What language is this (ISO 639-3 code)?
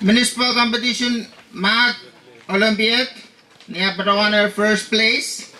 pon